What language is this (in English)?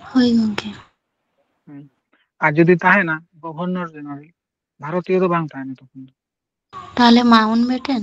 Santali